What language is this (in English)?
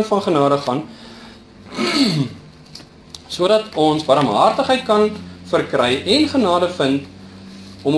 Afrikaans